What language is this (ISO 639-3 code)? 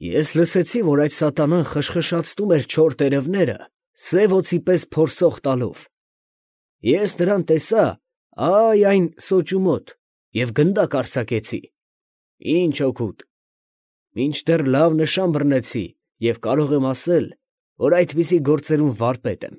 hye